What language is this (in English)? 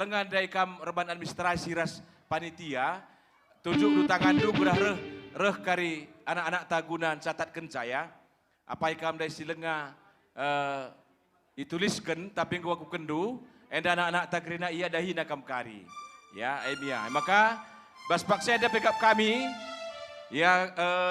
Batak Karo